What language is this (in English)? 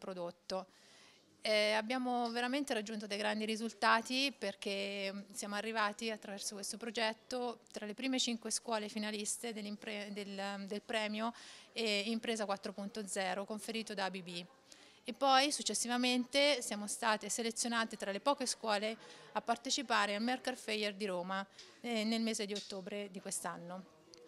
Italian